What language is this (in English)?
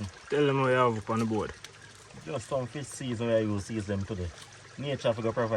Jamaican Creole English